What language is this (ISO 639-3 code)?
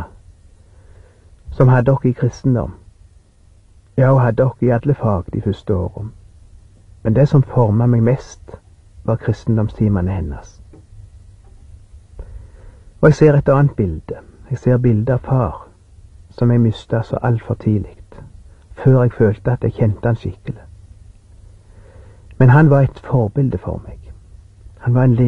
nor